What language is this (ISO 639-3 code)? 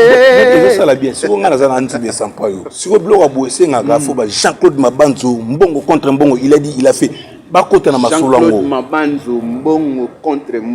lin